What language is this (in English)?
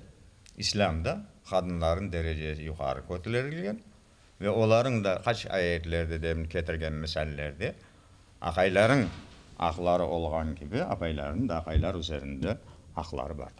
Crimean Tatar